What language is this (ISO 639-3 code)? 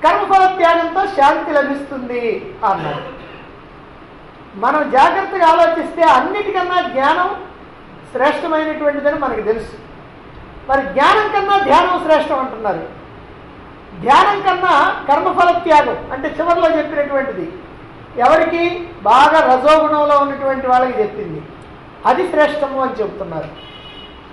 tel